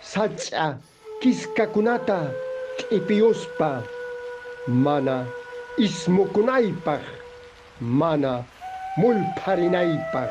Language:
Quechua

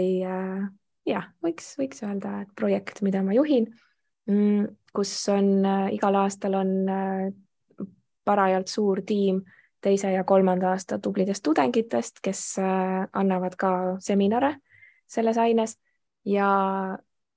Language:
Estonian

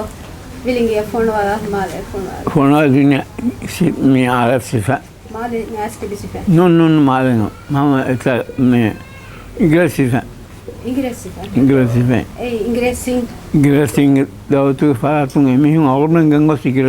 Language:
Divehi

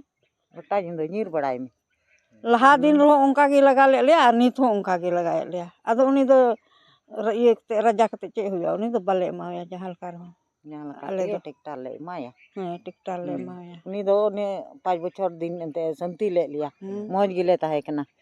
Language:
Santali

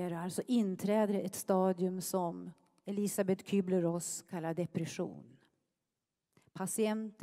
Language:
Swedish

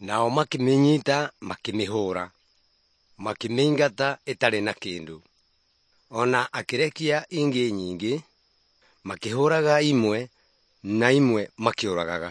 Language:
Kikuyu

